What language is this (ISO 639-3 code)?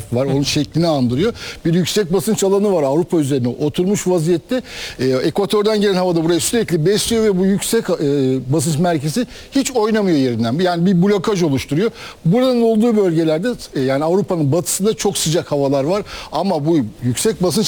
tur